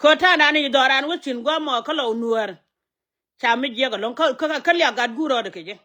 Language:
Nuer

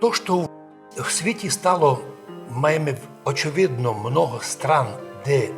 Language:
Rusyn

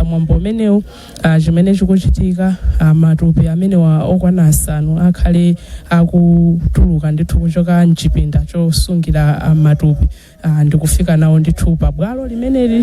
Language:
Nyanja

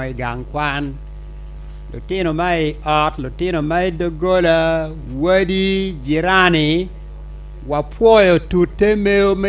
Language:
Acoli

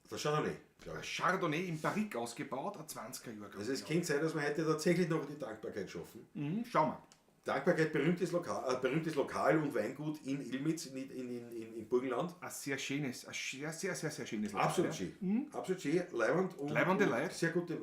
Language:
Bavarian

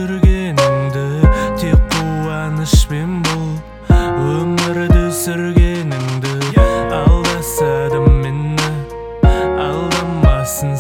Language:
Kazakh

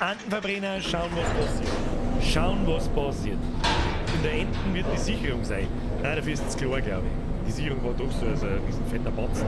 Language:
Bavarian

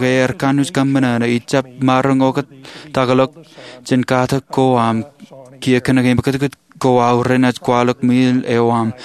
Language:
Marshallese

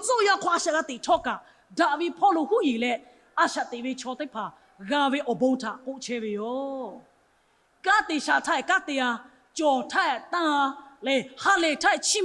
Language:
Lahu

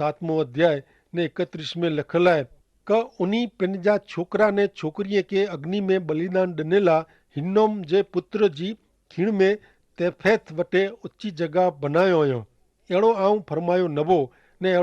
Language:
Kachhi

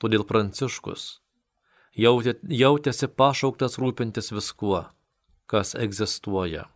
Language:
Lithuanian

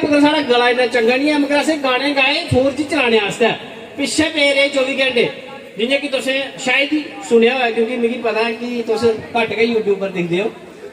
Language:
Dogri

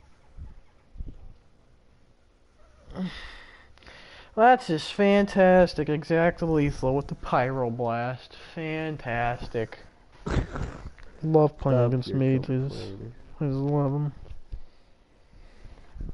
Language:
English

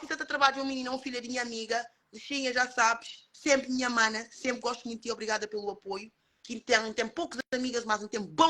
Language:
Kabuverdianu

